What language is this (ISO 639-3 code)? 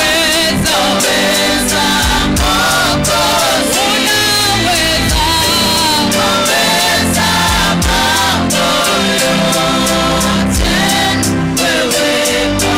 mer